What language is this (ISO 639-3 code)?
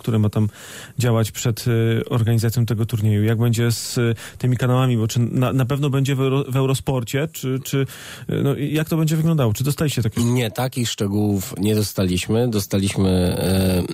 pol